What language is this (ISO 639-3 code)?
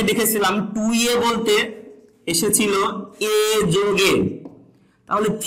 ben